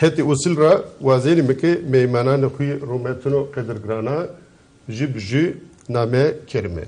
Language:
Zaza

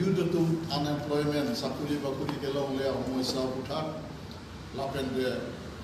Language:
Karbi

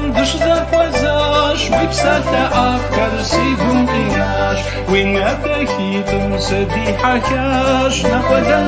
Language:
Kabardian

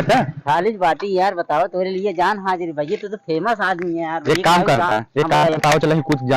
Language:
Awadhi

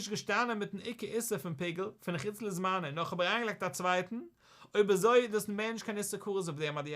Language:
Yiddish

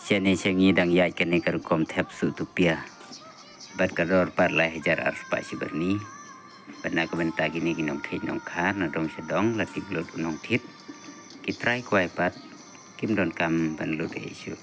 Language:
Khasi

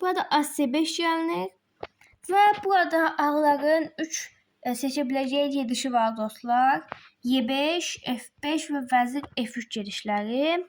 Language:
Azerbaijani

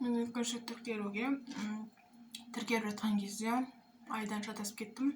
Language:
Kazakh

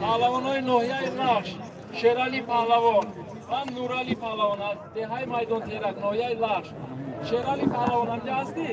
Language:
Tajik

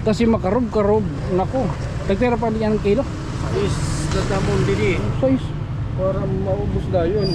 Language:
Waray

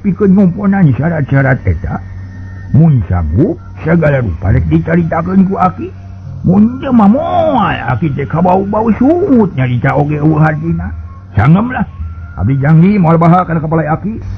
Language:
Sundanese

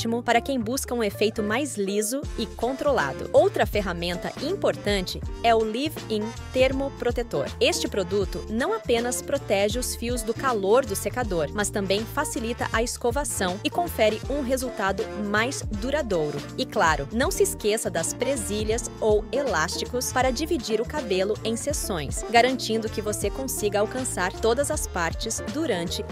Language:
Portuguese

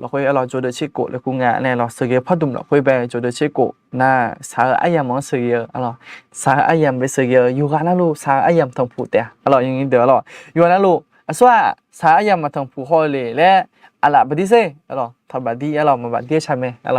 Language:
Akha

